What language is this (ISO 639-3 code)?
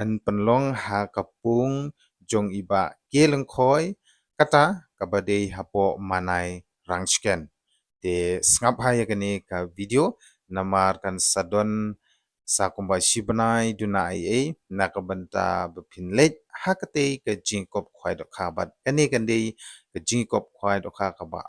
kha